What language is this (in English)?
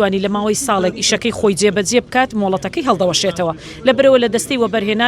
Central Kurdish